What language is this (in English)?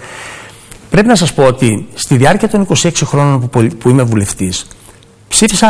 Greek